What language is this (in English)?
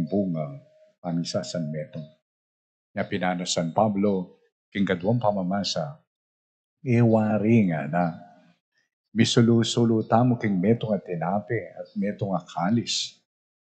Pampanga